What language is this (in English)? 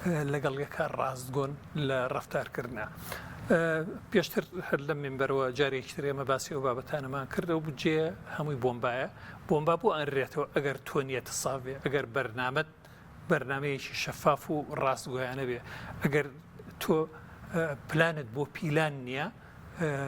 Central Kurdish